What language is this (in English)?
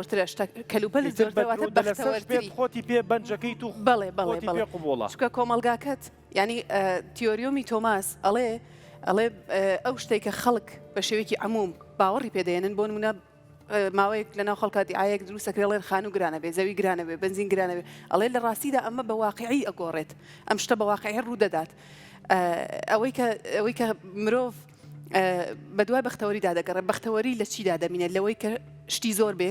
Central Kurdish